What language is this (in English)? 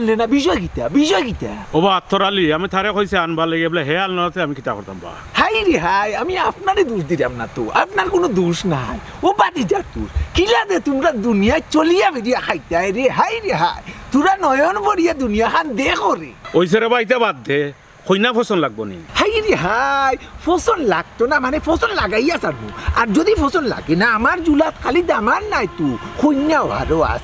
Sylheti